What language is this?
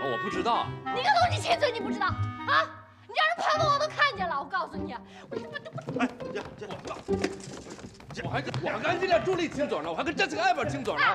Chinese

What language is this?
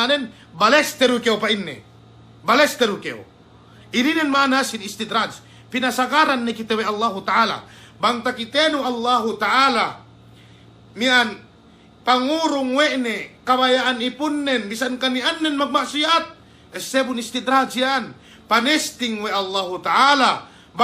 Yakan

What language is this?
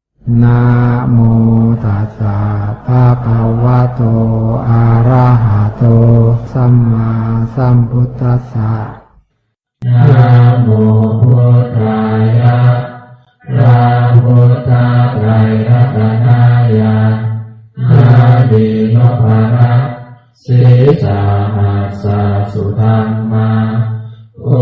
Pali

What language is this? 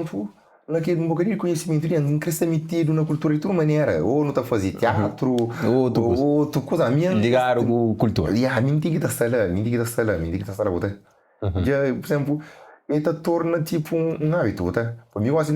Kabuverdianu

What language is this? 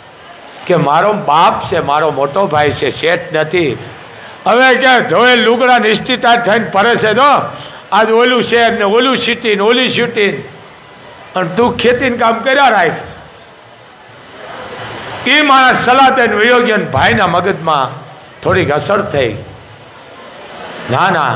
Gujarati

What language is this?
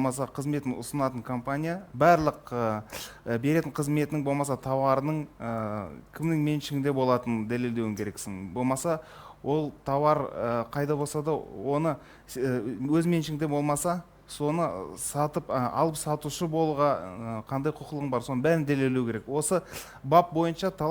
Kazakh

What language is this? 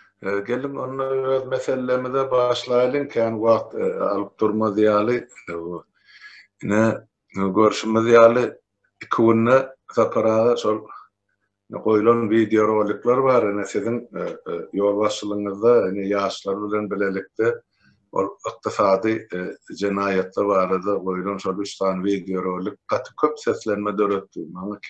Turkmen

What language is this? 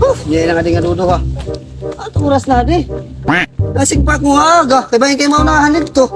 Waray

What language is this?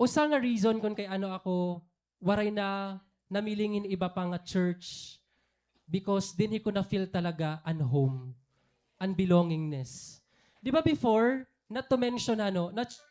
Waray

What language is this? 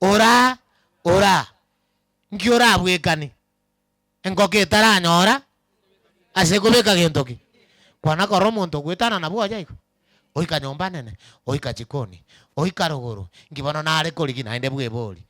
Gusii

